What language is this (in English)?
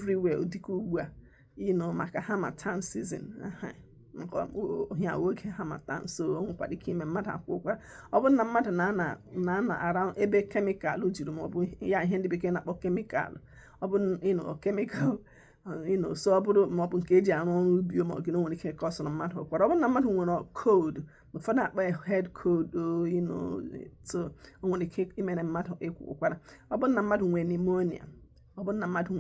Igbo